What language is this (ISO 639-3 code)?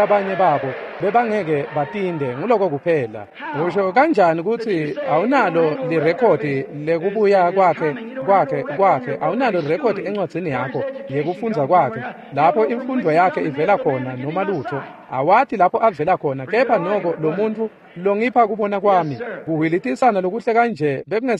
ssw